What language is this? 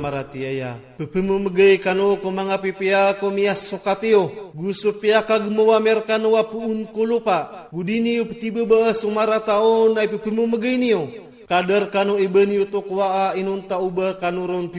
Iranun (Philippines)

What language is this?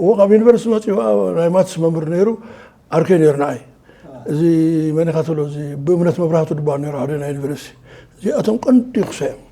Tigrinya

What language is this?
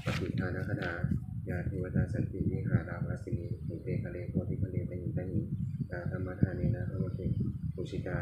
Pali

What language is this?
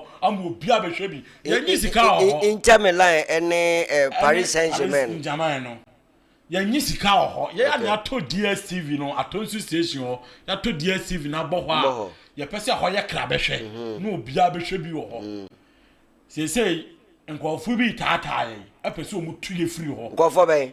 Akan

